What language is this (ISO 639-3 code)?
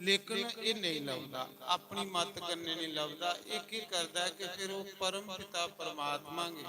doi